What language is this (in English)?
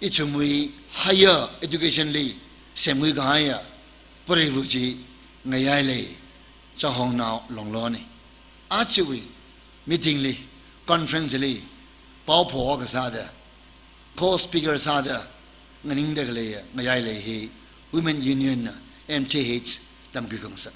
Tangkhul Naga (India)